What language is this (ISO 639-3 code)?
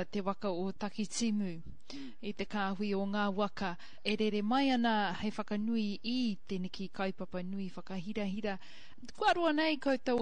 mri